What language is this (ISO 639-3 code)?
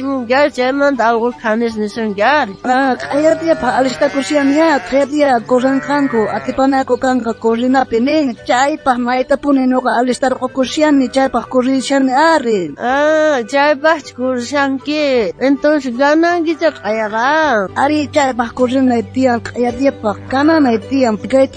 quh